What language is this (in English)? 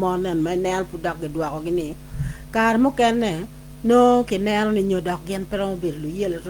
Acoli